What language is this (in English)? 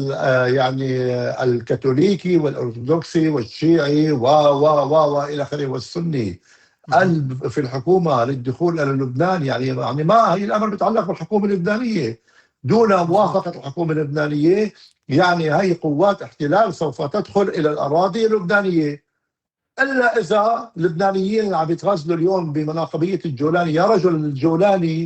North Levantine Arabic